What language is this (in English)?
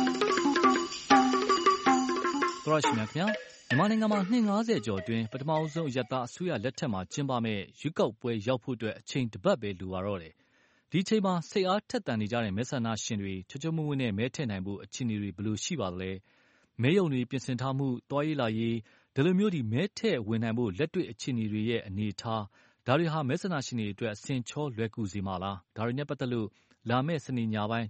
Burmese